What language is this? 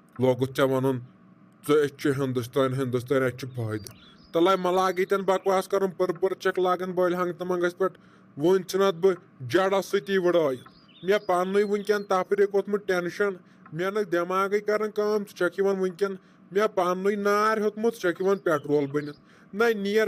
Kashmiri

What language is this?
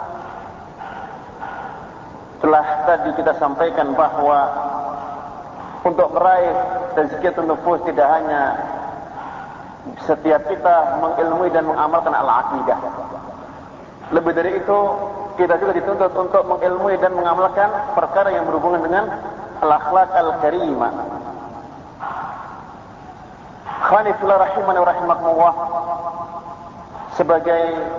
Indonesian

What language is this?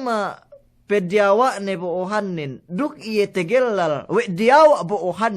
Yakan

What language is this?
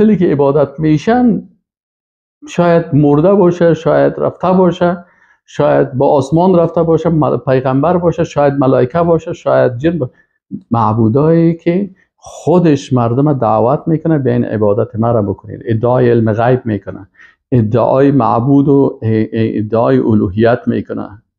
Persian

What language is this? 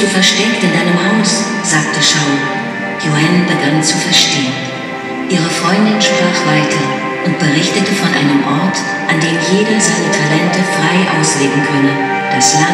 German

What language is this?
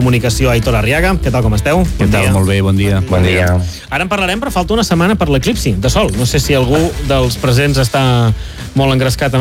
Catalan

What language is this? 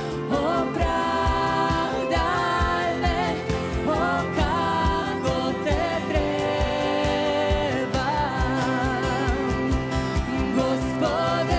Croatian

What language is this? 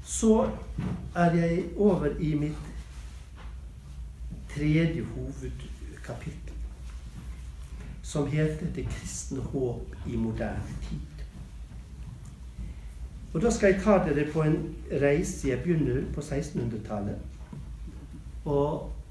Norwegian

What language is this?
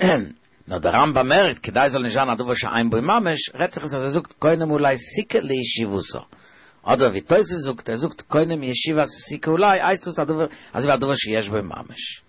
Yiddish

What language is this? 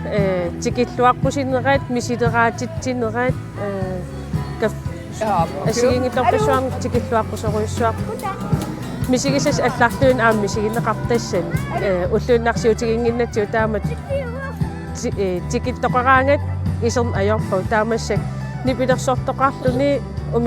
Kalaallisut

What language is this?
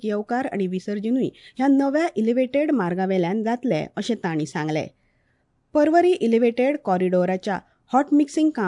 Konkani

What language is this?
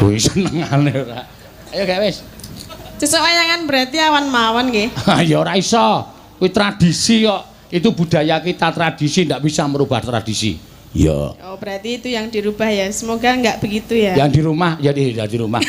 Javanese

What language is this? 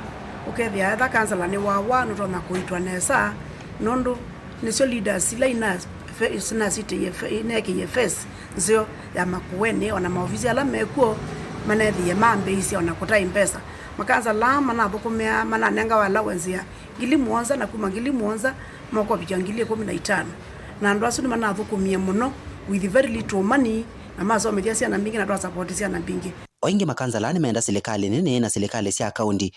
Kamba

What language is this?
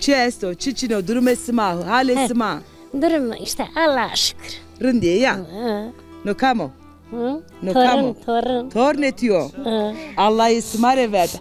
Zaza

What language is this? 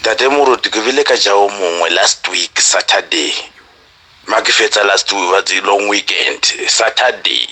Southern Sotho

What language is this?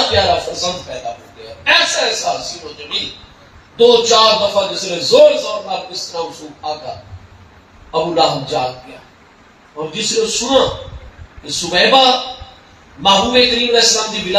Saraiki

